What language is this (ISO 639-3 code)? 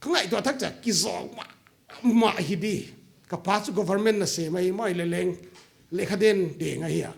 pck